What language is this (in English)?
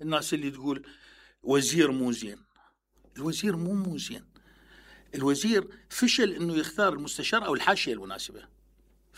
Mesopotamian Arabic